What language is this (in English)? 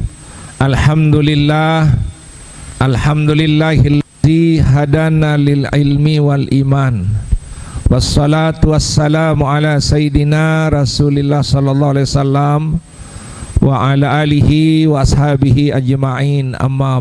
Sasak